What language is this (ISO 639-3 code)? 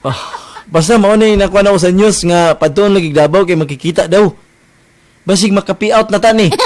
ceb